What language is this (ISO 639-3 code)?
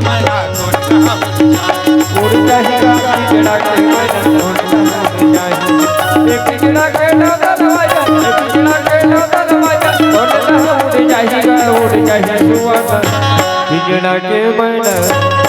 hne